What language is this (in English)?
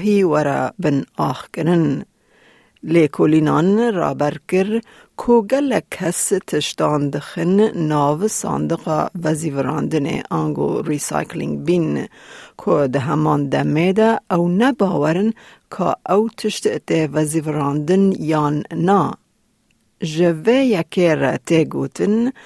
Kurdish